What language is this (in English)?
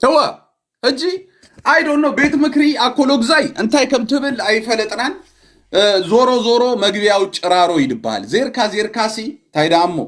Tigrinya